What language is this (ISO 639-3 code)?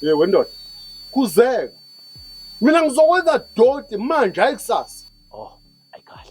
zul